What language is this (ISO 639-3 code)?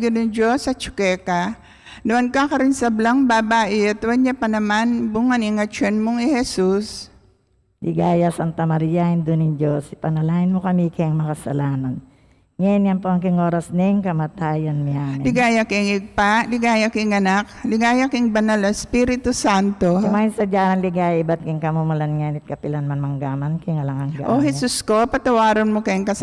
pam